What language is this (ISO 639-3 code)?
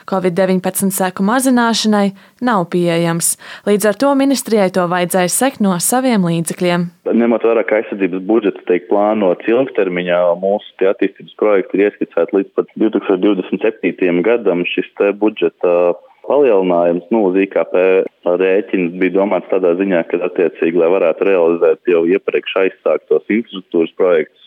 lav